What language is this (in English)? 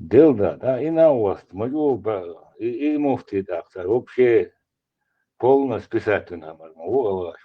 Chechen